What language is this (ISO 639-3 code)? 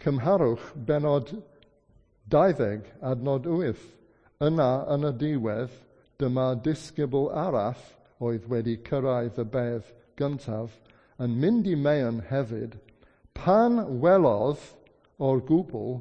cym